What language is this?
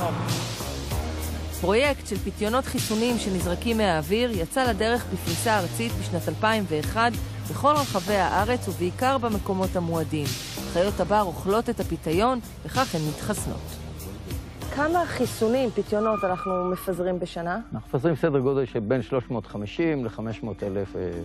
Hebrew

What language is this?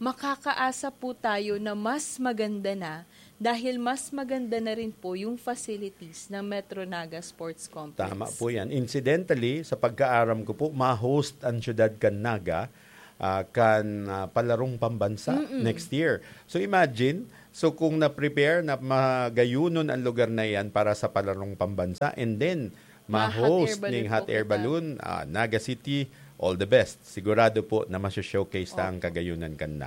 Bikol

